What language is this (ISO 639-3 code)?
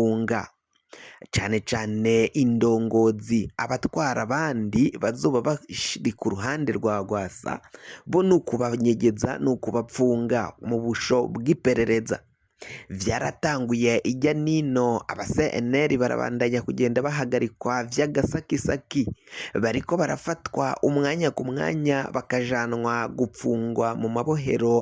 run